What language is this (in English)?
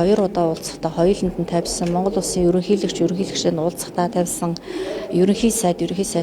Mongolian